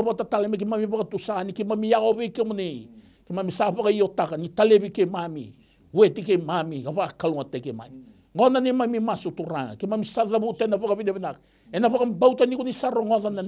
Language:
Fijian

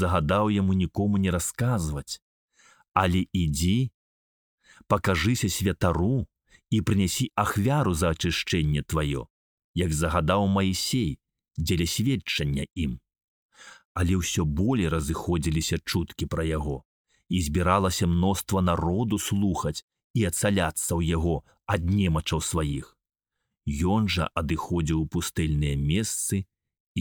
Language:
Belarusian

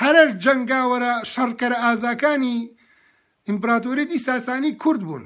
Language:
Central Kurdish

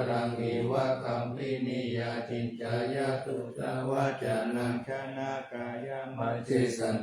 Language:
Pali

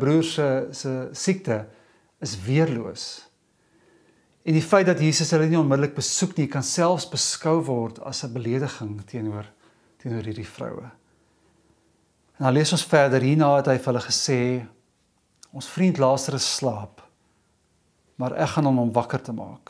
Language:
Afrikaans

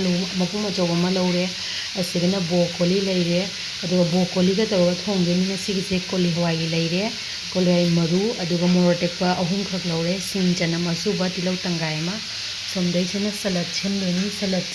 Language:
Manipuri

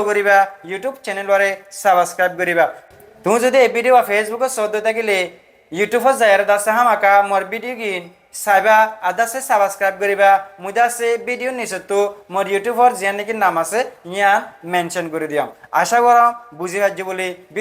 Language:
Rohingya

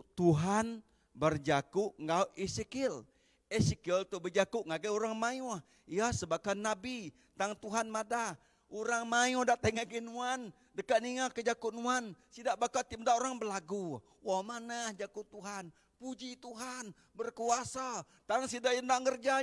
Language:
Iban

